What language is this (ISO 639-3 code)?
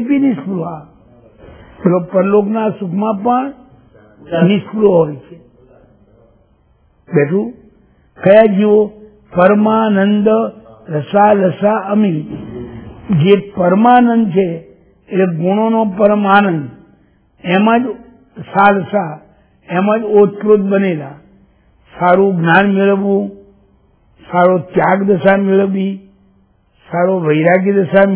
guj